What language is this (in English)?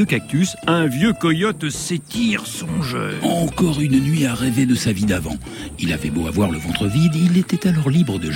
French